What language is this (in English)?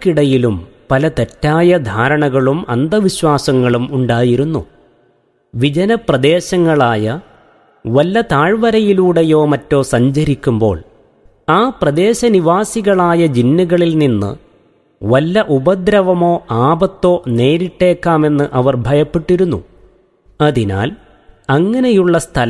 Malayalam